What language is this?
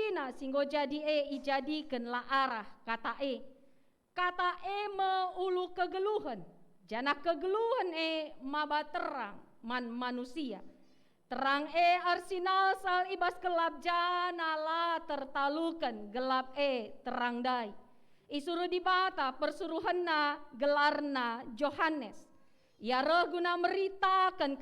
Batak Karo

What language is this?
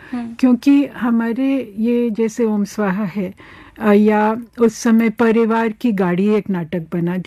Hindi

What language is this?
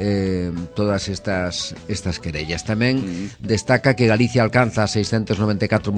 Galician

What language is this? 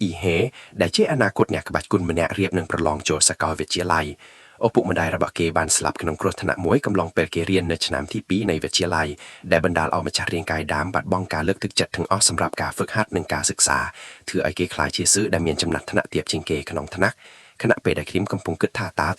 Khmer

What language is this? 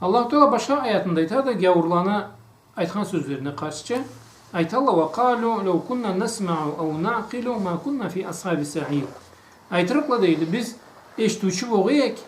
Karachay-Balkar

